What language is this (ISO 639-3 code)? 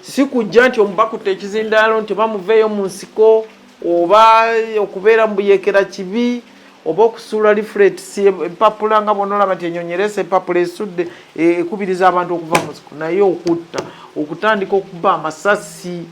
lug